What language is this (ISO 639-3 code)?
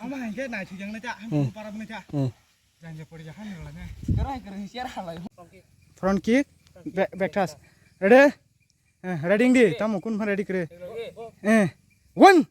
trp